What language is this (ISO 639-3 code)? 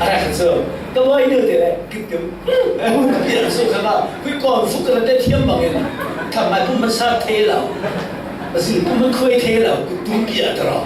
cfm